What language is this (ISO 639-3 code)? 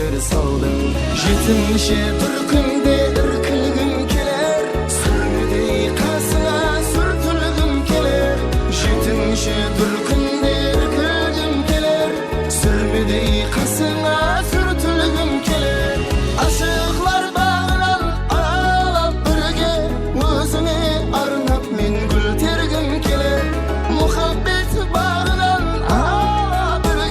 kaa